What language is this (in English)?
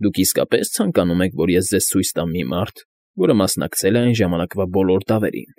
Armenian